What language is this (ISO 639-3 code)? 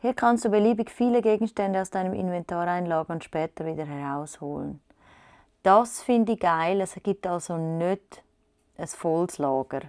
gsw